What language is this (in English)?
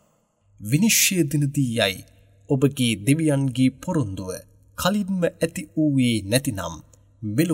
Sinhala